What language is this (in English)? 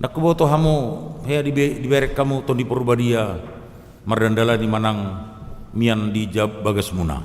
Batak Toba